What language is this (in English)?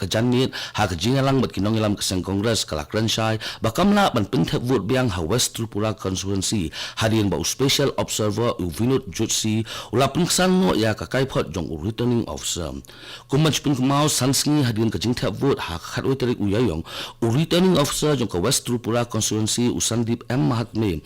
Khasi